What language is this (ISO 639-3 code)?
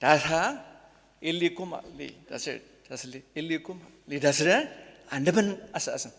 njo